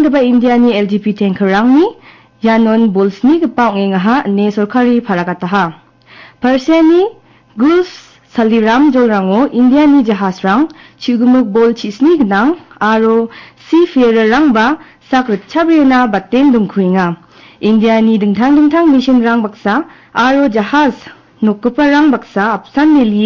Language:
Garo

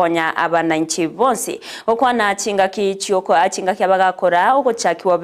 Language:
Gusii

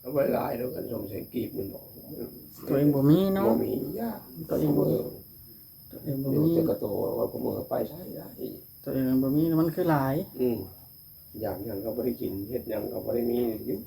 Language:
Northeastern Thai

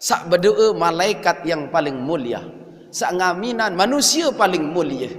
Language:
Sasak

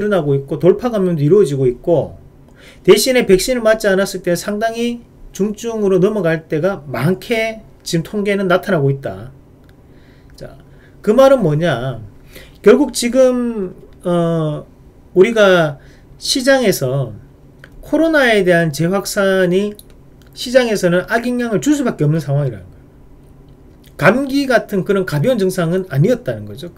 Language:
Korean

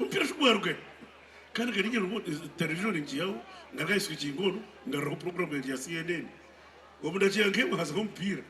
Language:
Nyankole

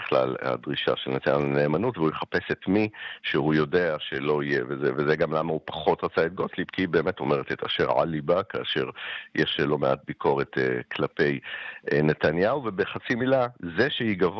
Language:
Hebrew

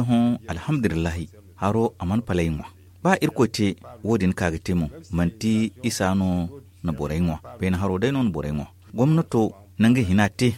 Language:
Zarma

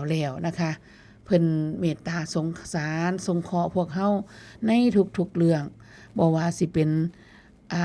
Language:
Northeastern Thai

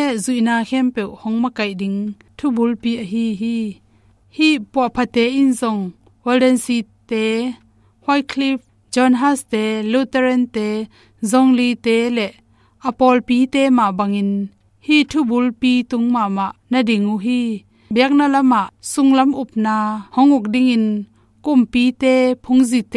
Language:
Tedim Chin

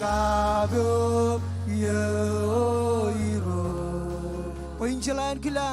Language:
Marshallese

